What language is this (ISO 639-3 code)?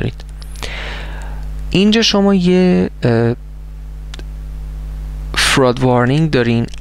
fas